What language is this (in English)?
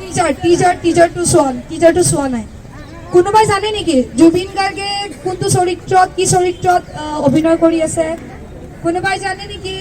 Assamese